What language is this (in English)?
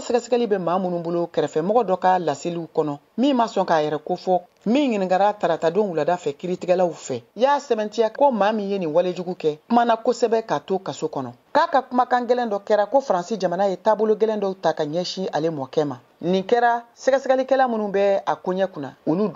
Bambara